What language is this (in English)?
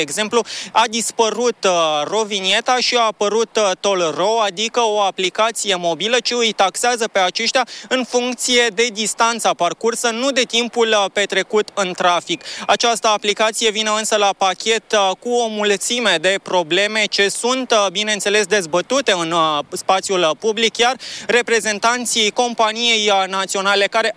Romanian